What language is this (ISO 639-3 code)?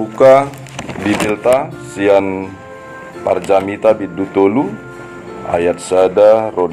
bbc